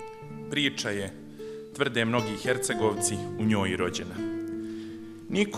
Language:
Bosnian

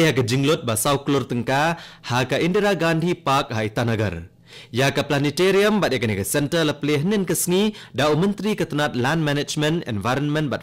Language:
Khasi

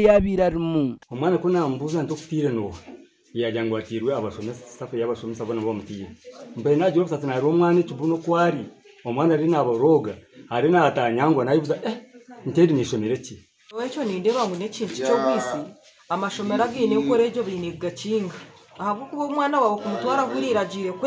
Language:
Nyankole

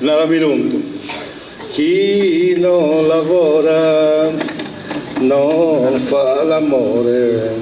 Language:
Sardinian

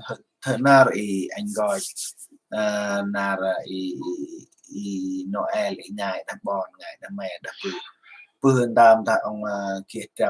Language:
Central Mnong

